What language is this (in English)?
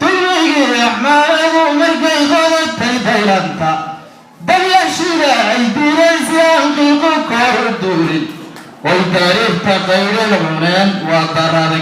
Somali